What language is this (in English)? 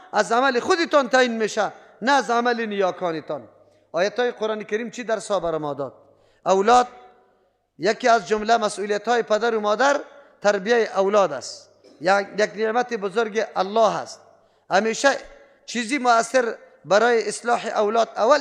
Persian